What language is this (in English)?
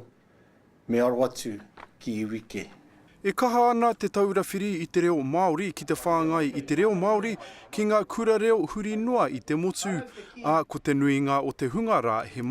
Māori